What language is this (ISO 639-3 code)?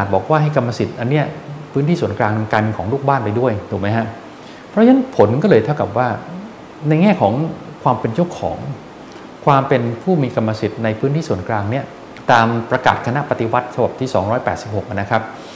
tha